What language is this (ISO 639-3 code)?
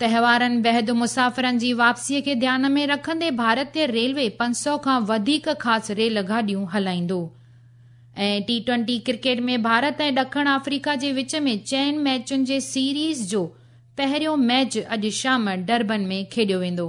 snd